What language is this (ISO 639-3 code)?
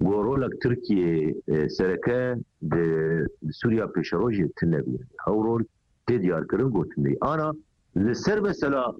kur